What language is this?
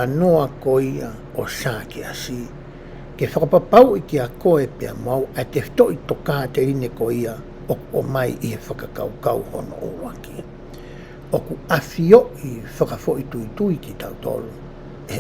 Tongan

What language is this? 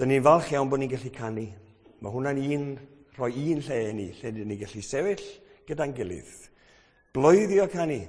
Welsh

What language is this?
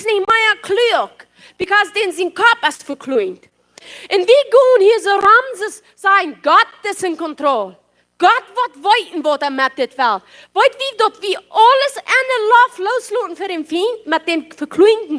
Plautdietsch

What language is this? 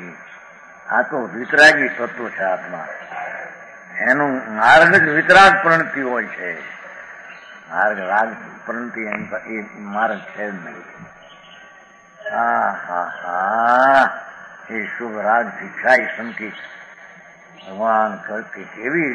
Gujarati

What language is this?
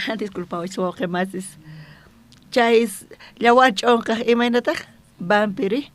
South Bolivian Quechua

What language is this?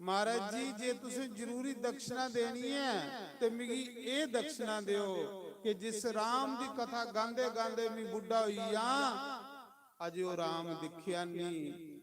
Dogri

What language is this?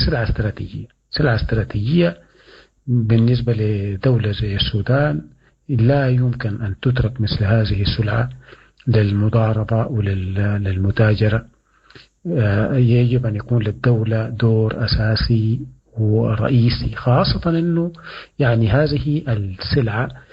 Sudanese Arabic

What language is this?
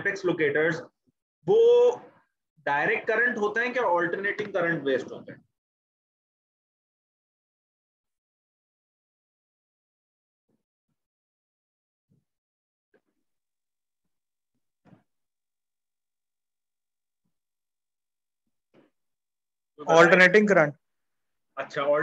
Hindi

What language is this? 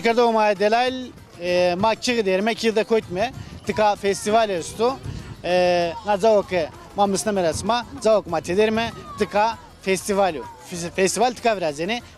Zaza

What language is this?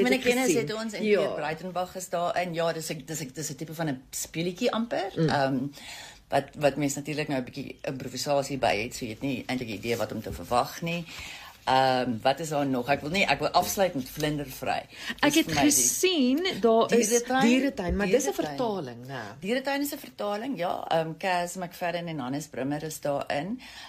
Afrikaans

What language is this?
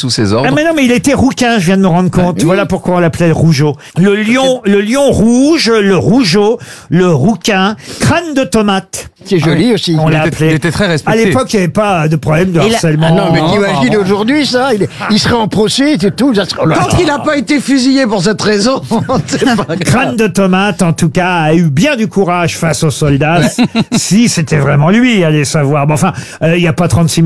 French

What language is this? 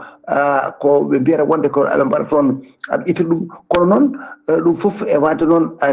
Fula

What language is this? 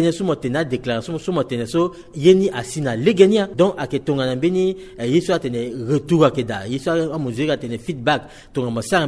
Sango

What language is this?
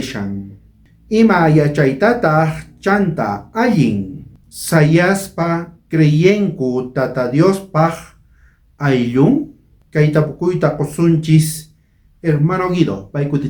South Bolivian Quechua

